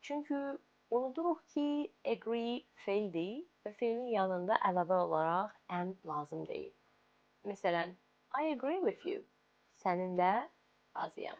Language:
Azerbaijani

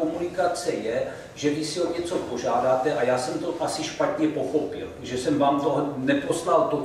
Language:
Czech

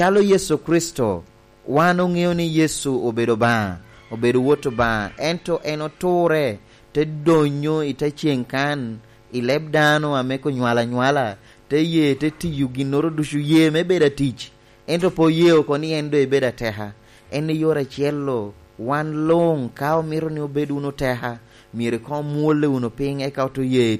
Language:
Lango (Uganda)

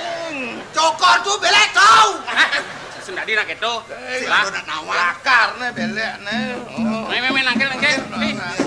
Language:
Balinese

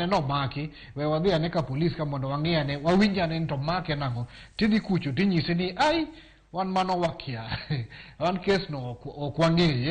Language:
Luo (Kenya and Tanzania)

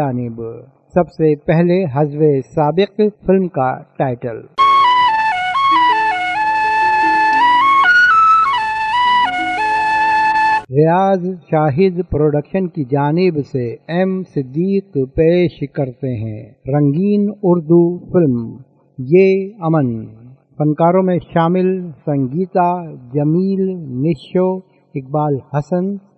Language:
Urdu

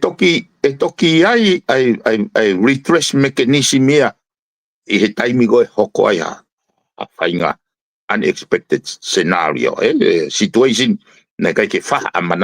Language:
Tongan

